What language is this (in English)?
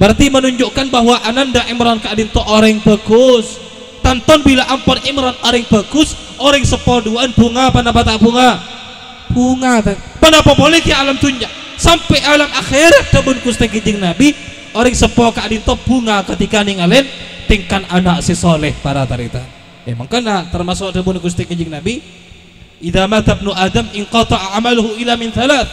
Madurese